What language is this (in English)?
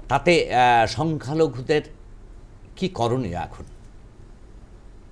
Bangla